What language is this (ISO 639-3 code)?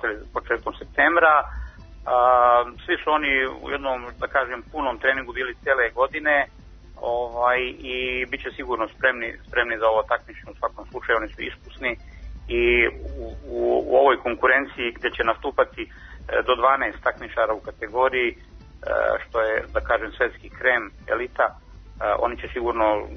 srp